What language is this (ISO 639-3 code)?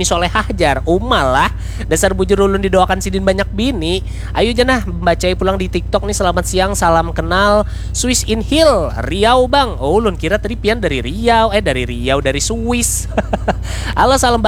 bjn